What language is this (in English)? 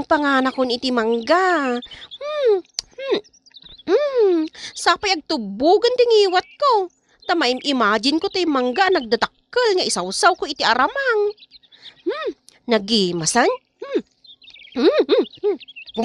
Iloko